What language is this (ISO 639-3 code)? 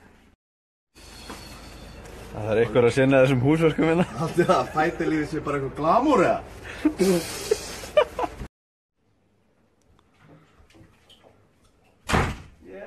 isl